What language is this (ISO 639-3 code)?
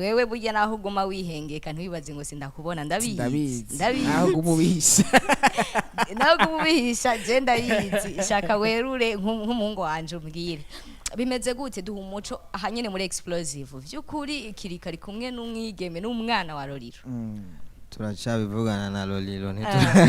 run